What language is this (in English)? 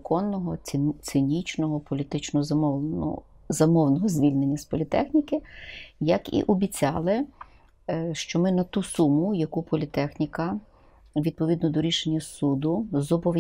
Ukrainian